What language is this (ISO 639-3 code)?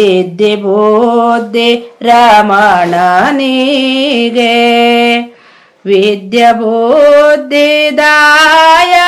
kan